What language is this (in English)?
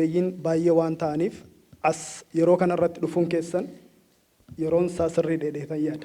Oromo